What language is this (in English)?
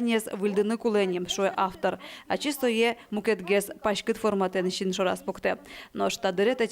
Udmurt